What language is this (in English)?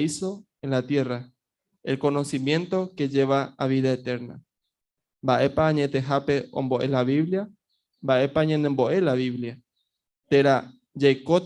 Guarani